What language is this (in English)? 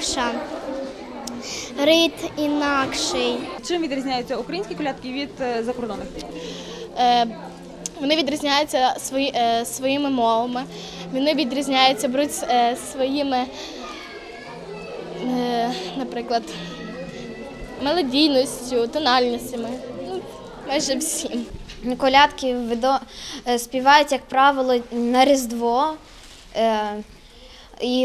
Ukrainian